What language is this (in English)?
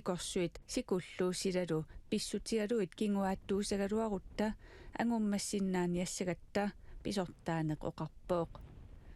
Kalaallisut